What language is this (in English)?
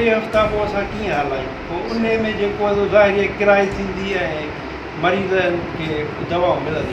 Sindhi